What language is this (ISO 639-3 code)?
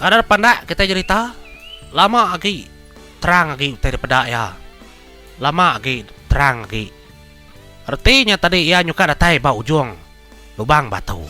iba